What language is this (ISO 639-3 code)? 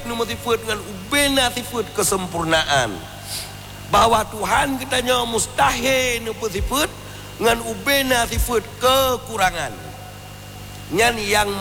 msa